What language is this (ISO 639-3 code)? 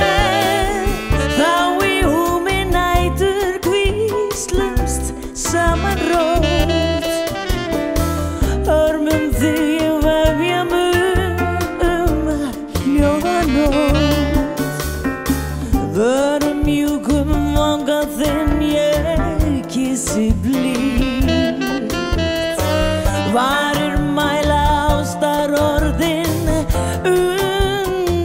isl